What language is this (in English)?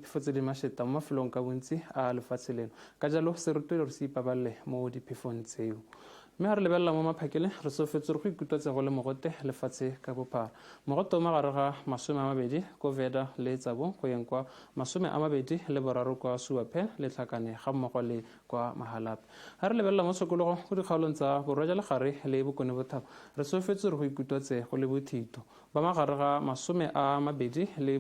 Tswana